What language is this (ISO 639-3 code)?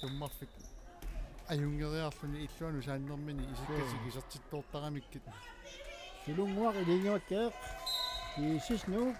kal